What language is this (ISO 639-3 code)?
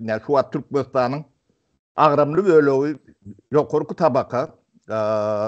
tuk